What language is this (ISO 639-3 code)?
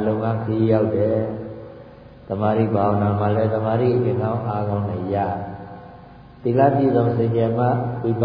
mya